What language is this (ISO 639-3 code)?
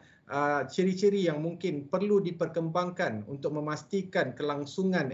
msa